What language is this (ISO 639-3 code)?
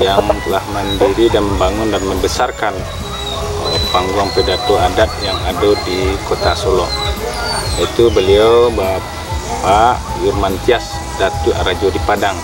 min